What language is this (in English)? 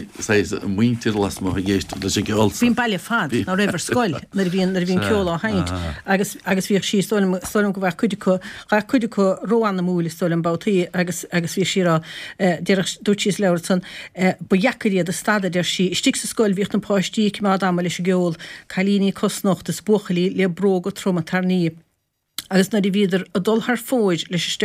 Irish